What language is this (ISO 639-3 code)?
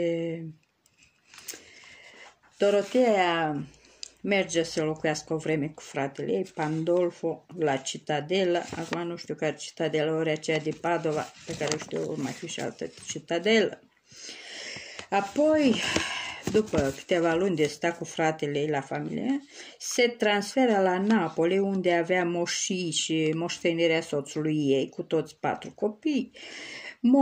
ron